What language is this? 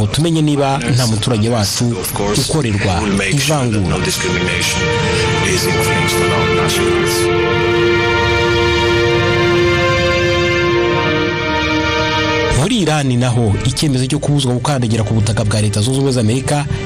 Kinyarwanda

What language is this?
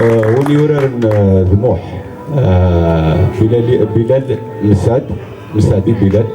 Kabyle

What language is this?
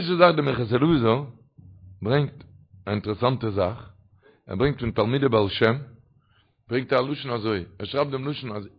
Yiddish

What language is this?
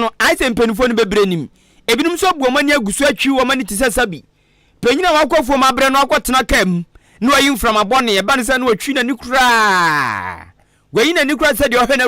Akan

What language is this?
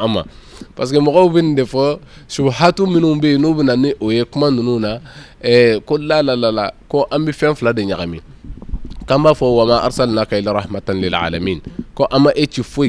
Bambara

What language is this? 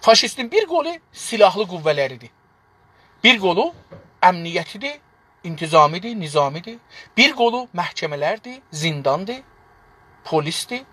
South Azerbaijani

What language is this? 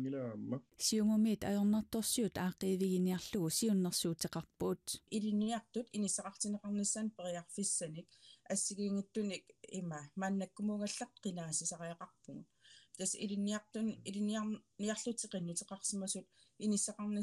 Kalaallisut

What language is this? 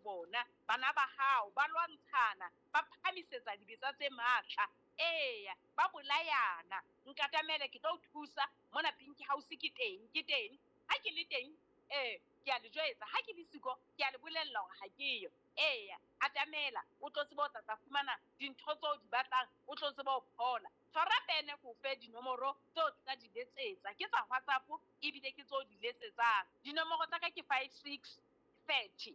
Southern Sotho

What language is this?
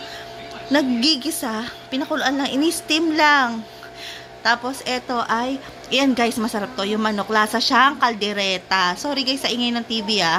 Filipino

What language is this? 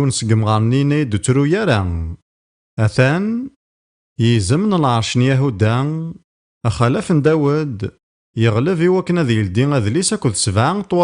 Kabyle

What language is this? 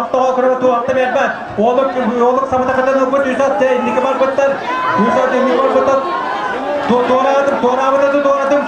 Yakut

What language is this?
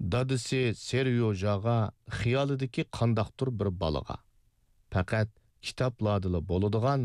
Uyghur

